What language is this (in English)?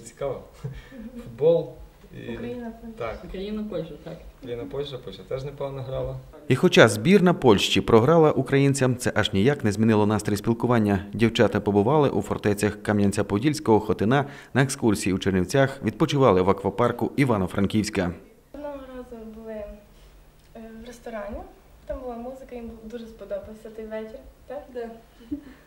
Ukrainian